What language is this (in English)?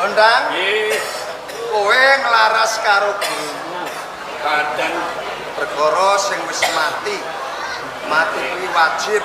Javanese